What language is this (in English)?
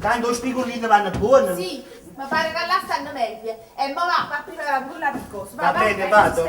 Neapolitan